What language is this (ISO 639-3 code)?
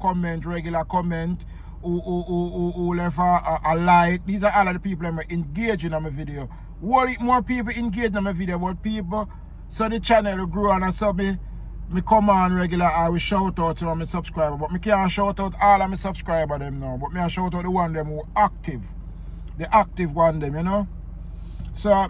jam